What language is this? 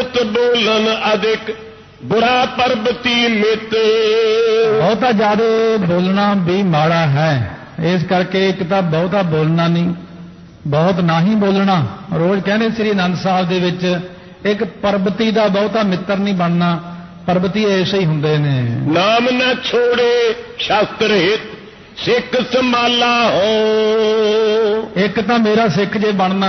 Punjabi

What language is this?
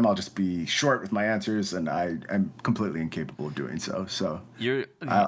English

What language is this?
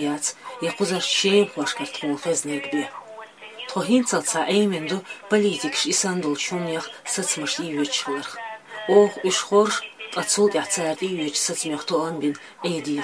Chechen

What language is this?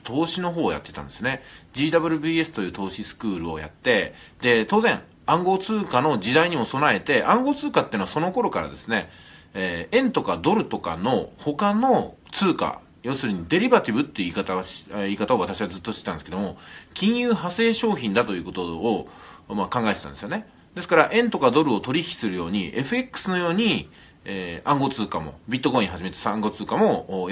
Japanese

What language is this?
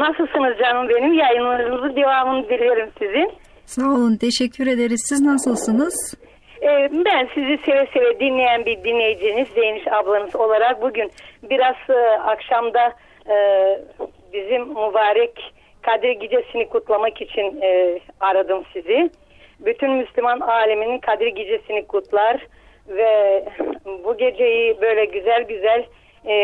Turkish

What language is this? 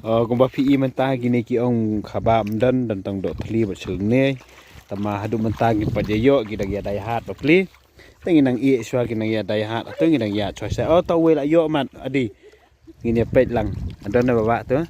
Khasi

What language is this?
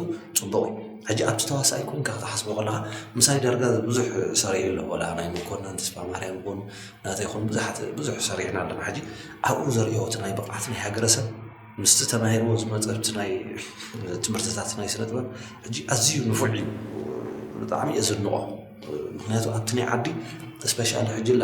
Tigrinya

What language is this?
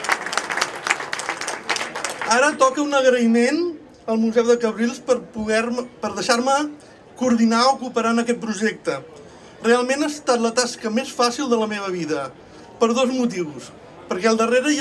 Catalan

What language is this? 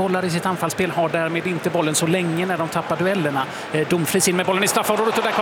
Swedish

